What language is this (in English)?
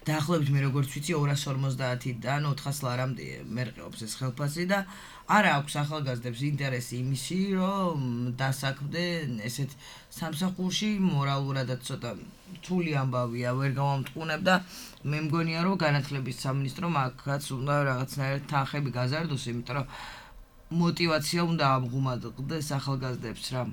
Georgian